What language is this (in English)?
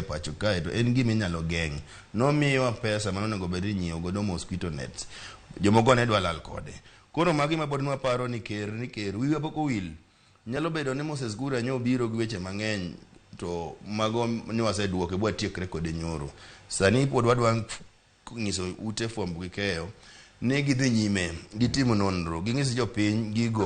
Luo (Kenya and Tanzania)